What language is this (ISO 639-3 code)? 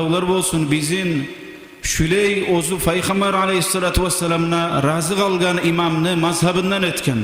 kum